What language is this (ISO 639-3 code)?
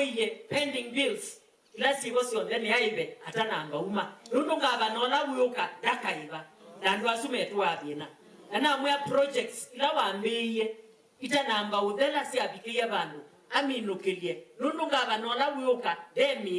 kam